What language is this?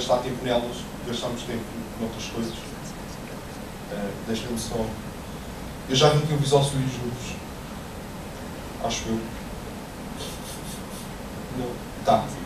Portuguese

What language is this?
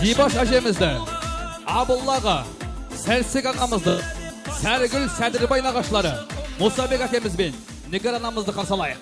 Kara-Kalpak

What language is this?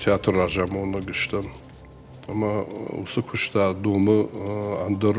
Ossetic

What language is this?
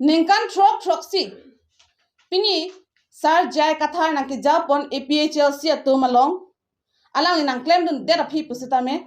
Karbi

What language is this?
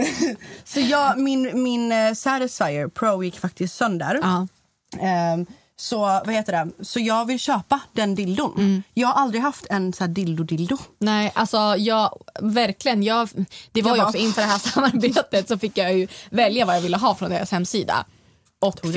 Swedish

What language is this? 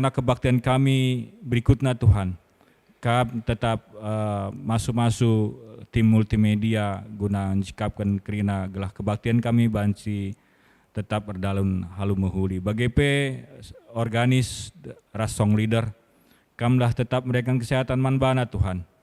Batak Karo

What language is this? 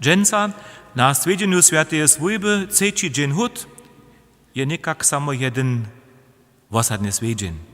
Upper Sorbian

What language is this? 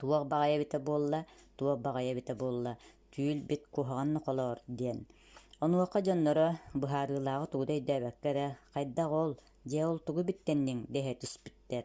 Yakut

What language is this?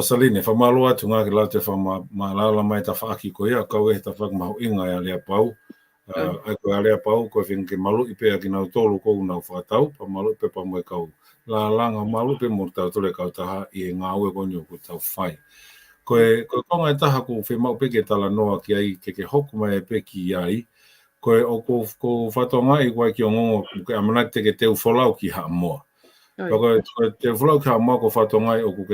Tongan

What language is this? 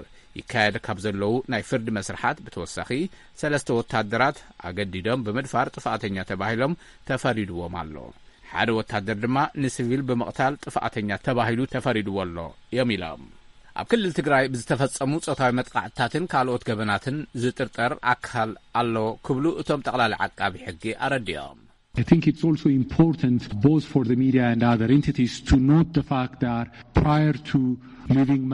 Tigrinya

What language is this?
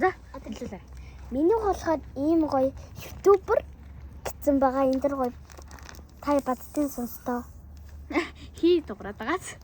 Mongolian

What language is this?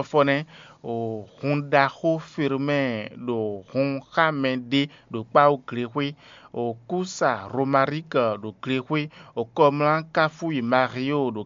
Fon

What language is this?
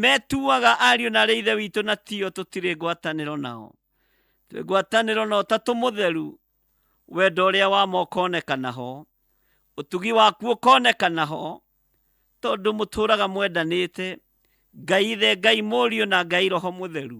Kikuyu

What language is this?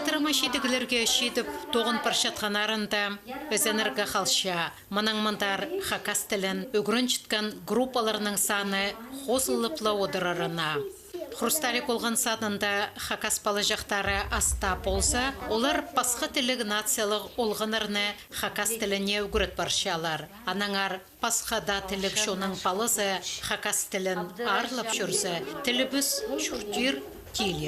Khakas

